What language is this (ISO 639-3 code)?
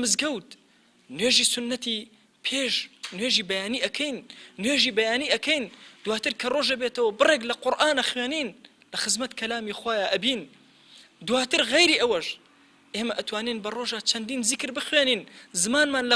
ckb